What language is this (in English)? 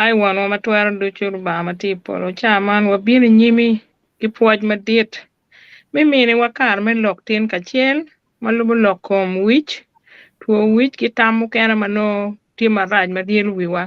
Acoli